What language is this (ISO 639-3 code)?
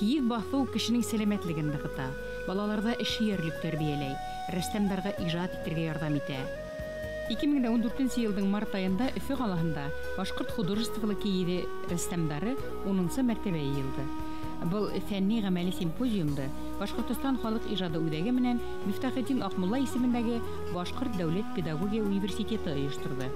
bak